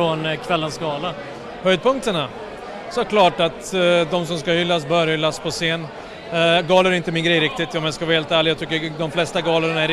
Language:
Swedish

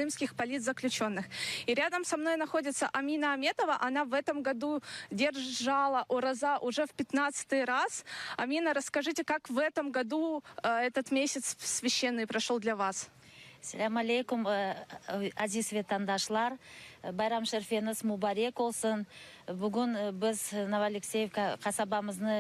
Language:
Crimean Tatar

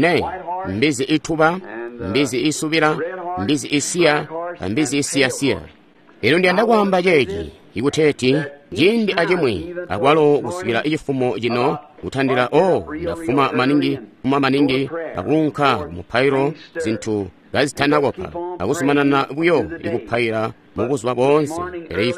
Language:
Tonga (Zambia)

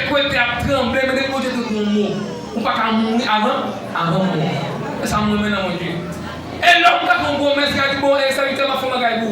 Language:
Haitian Creole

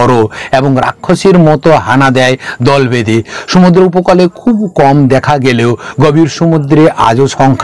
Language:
Bangla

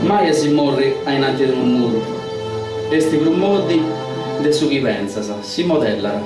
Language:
Sardinian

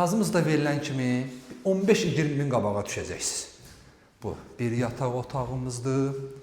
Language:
Azerbaijani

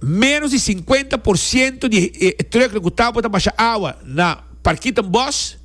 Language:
Papiamento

